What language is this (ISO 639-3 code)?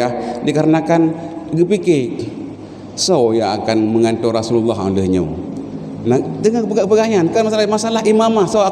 ace